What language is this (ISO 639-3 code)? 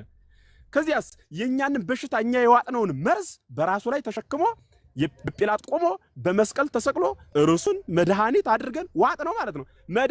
amh